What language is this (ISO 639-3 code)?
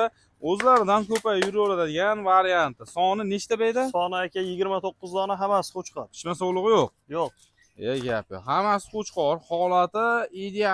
uzb